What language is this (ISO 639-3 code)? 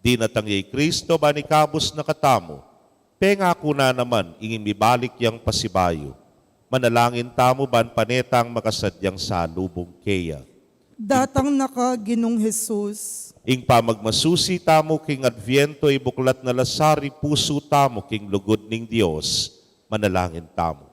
pam